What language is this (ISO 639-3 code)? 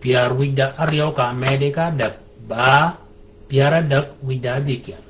shk